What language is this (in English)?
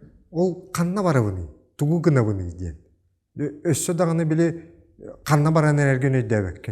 Yakut